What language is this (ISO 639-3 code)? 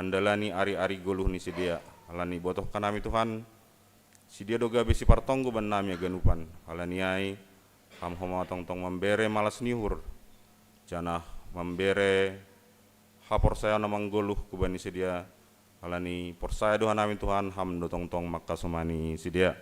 bts